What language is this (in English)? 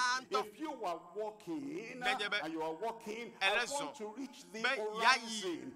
Ewe